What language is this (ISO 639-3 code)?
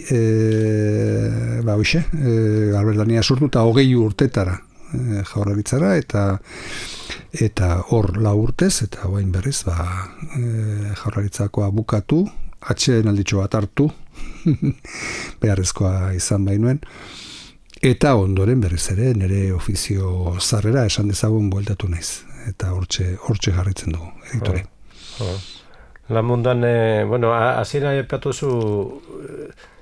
eus